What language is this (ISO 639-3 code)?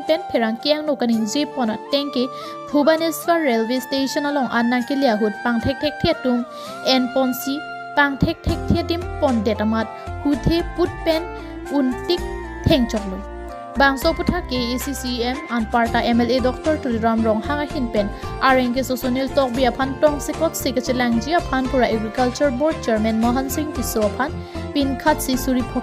mjw